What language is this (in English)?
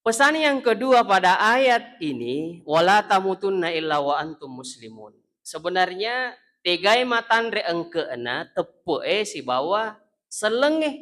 Buginese